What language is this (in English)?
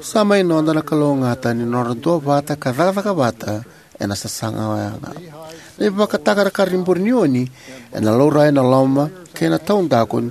Fijian